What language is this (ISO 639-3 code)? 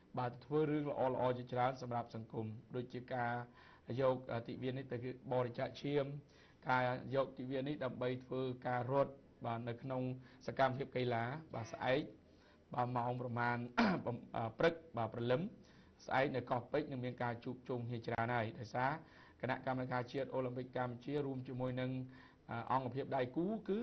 khm